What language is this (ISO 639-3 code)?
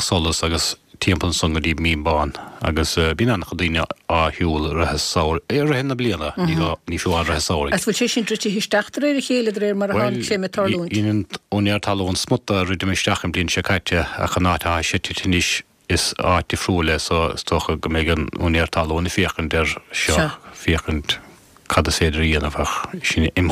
gle